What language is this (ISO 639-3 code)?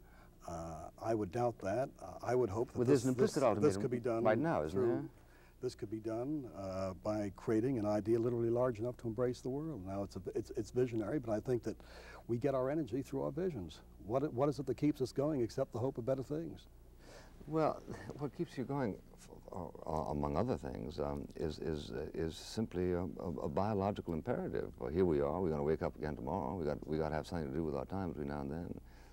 eng